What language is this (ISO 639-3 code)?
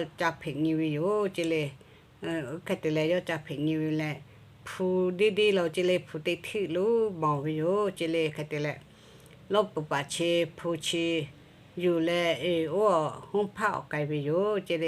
lhu